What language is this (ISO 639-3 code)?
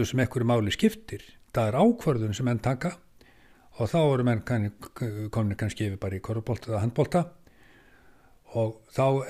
isl